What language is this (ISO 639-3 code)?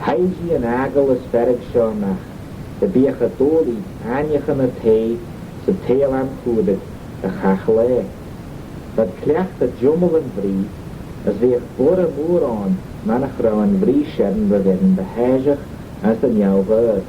glv